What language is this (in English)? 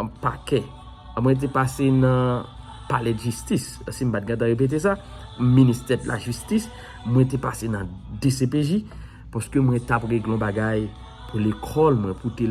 Haitian Creole